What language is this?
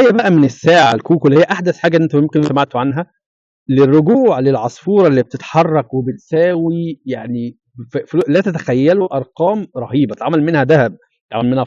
Egyptian Arabic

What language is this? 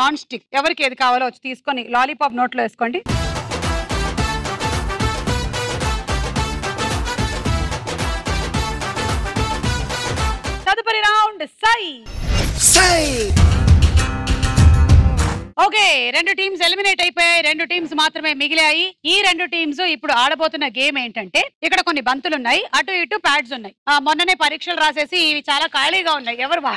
Telugu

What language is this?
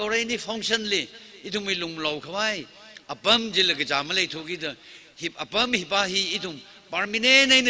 Tangkhul Naga (India)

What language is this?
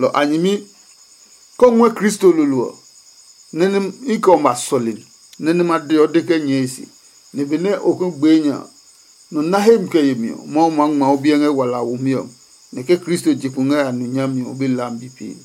Adangme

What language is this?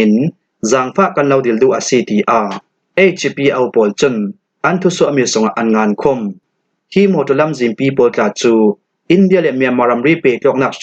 Falam Chin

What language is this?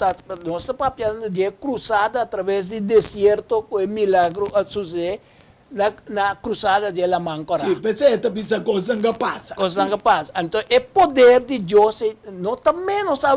Papiamento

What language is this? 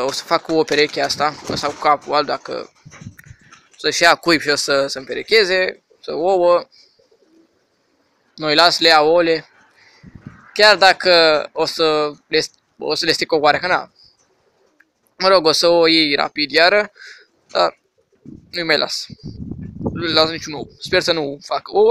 Romanian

